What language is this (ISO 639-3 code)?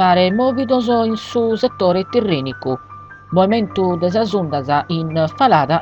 srd